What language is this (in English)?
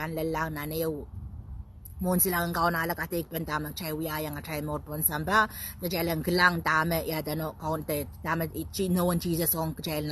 Pohnpeian